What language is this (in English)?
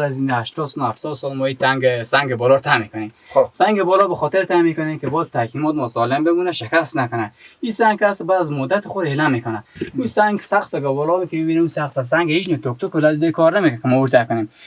Persian